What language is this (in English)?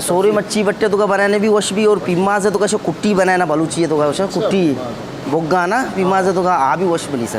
Eastern Balochi